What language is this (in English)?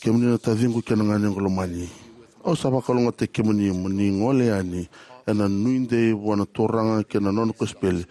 Fijian